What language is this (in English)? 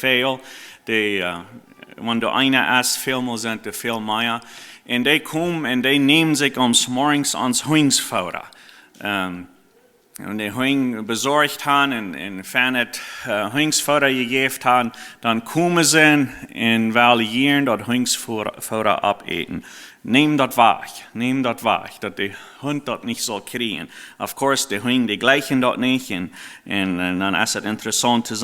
Plautdietsch